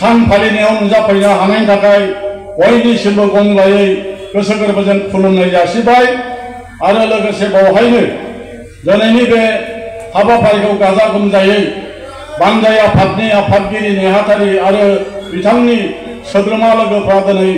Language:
Bodo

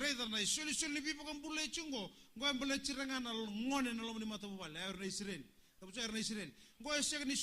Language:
Fijian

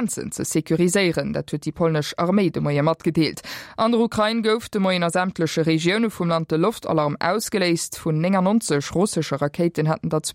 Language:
Luxembourgish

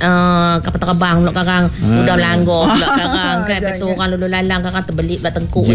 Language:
Malay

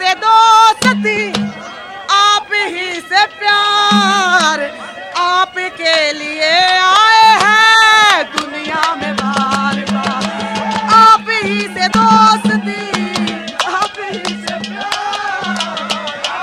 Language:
Haryanvi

